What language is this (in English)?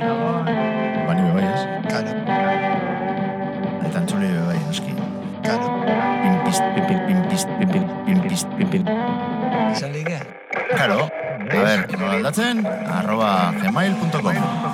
Basque